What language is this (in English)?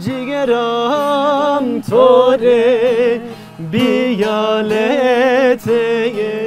Zaza